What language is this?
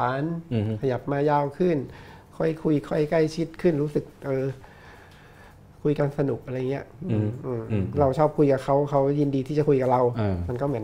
Thai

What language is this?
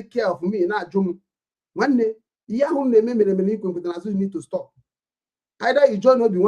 Igbo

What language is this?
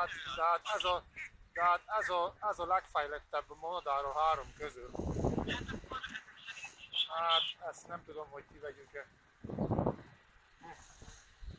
Hungarian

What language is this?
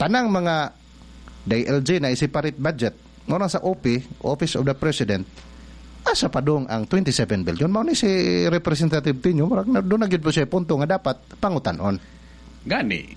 Cebuano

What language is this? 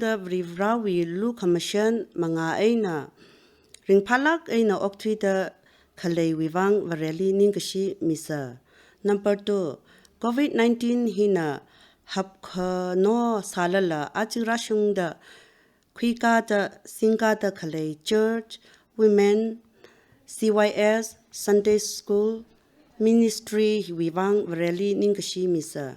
Tangkhul Naga (India)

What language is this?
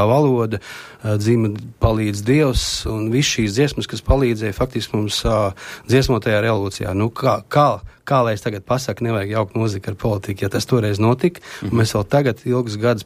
Latvian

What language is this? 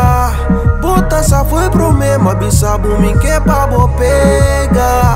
Papiamento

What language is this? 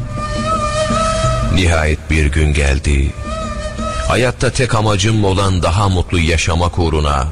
Turkish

